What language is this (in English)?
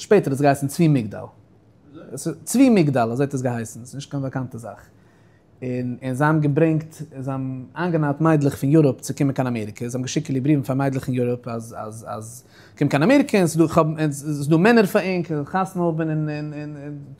Yiddish